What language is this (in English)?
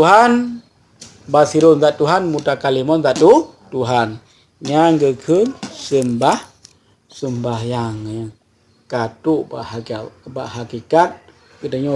Achinese